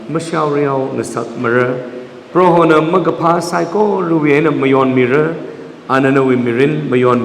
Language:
Tangkhul Naga (India)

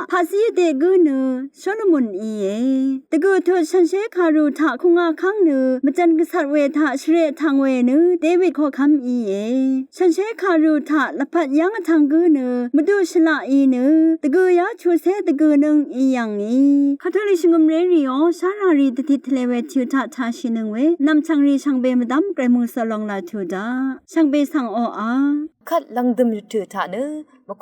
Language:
Rawang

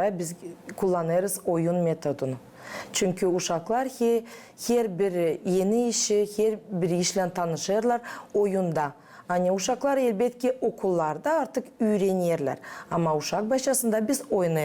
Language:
Gagauz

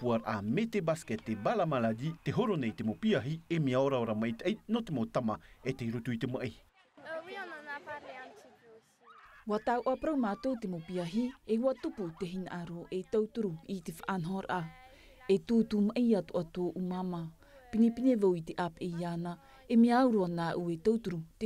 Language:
Tahitian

